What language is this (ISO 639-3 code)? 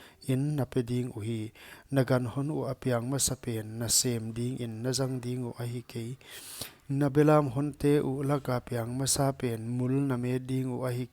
pck